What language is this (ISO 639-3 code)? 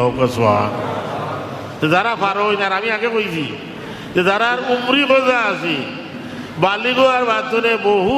syl